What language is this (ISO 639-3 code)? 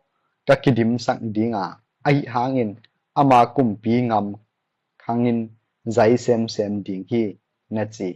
ctd